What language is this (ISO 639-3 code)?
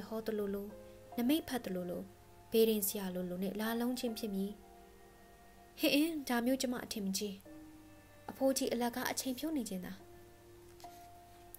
mya